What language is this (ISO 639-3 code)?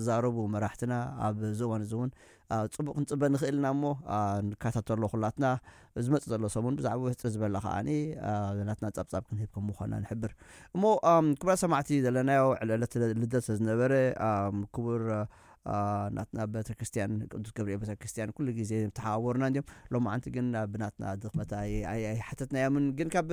tir